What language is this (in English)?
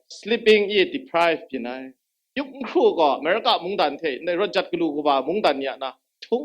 Kachin